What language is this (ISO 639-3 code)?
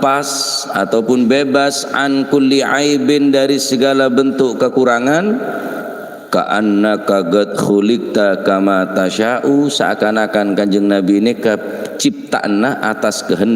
mad